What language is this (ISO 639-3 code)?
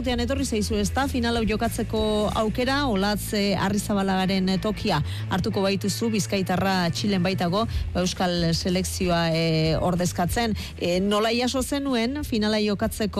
eus